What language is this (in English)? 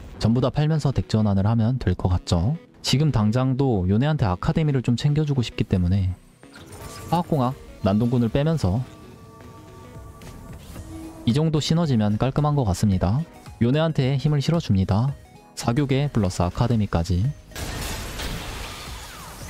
Korean